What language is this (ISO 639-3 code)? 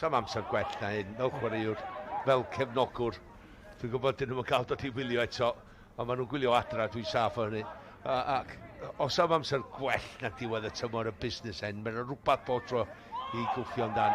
cym